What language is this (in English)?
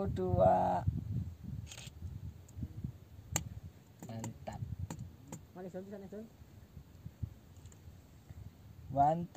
Indonesian